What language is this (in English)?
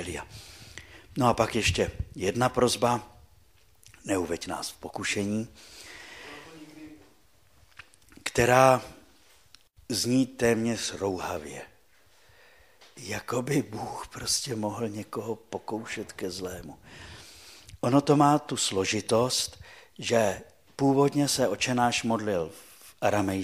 Czech